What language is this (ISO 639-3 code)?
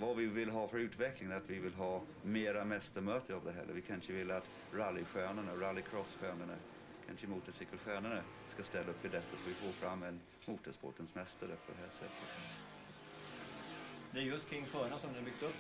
swe